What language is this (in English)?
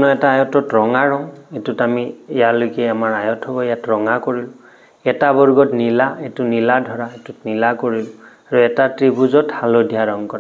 Assamese